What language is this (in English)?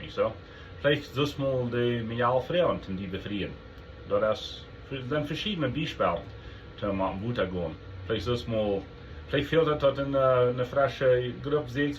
Plautdietsch